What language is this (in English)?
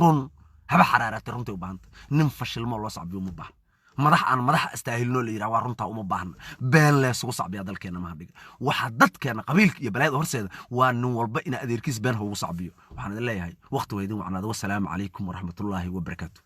Somali